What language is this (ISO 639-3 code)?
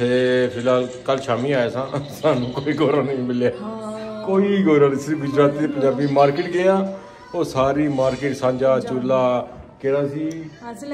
pan